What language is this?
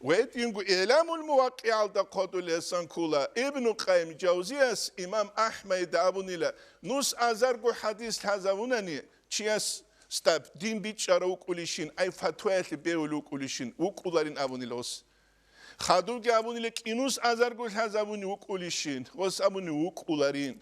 Avaric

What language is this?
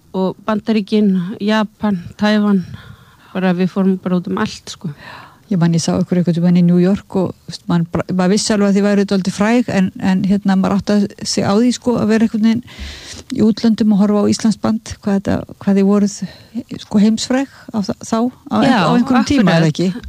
Icelandic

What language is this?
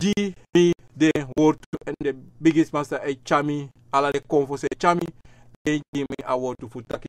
Sranan Tongo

